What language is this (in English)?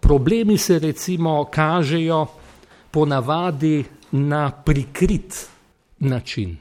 Slovenian